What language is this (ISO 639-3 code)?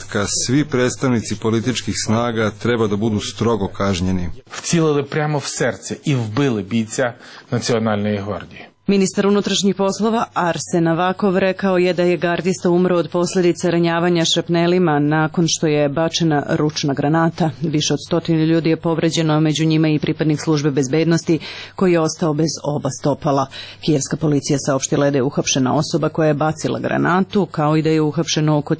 srp